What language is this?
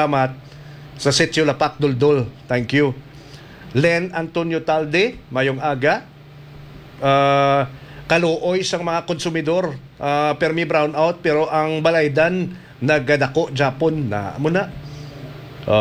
Hiligaynon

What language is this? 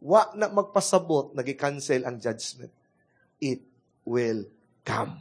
Cebuano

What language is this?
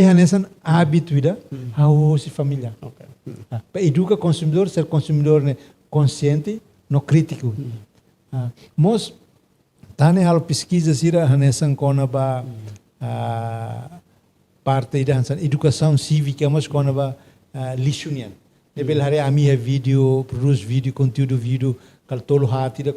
Tetum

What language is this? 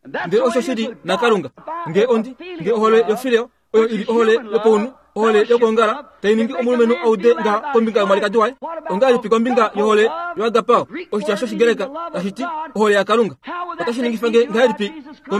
Kuanyama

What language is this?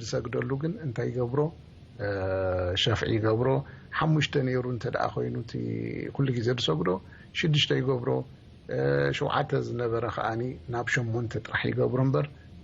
Tigrinya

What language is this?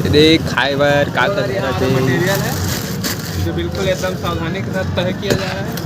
Chhattisgarhi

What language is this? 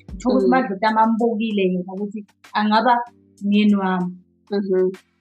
Zulu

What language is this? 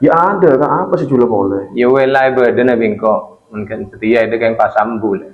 Madurese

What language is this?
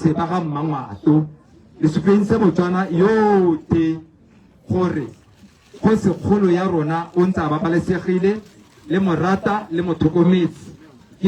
Tswana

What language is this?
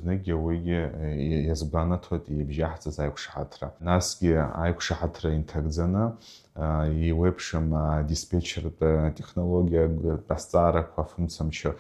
Abkhazian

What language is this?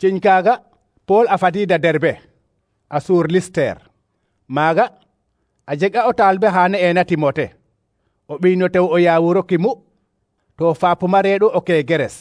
Serer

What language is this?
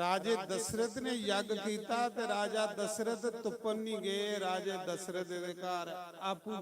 Dogri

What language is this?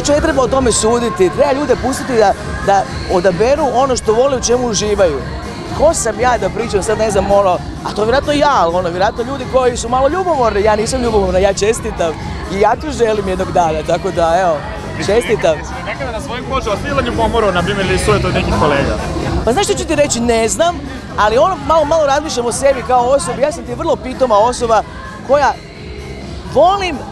Croatian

